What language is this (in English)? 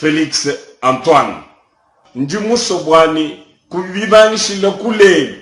Luba-Lulua